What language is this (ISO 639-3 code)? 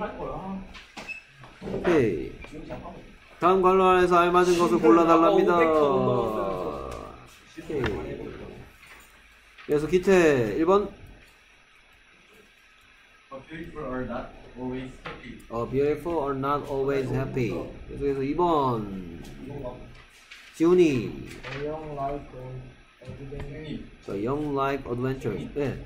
kor